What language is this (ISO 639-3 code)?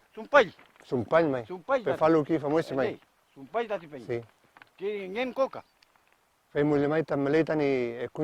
arn